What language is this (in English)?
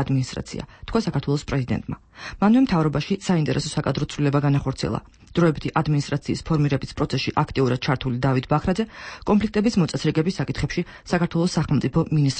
Georgian